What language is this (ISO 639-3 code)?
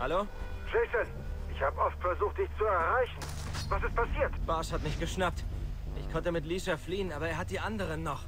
gsw